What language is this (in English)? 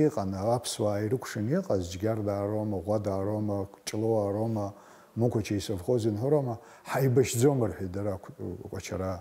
Abkhazian